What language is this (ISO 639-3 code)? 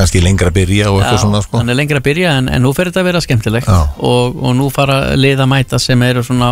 isl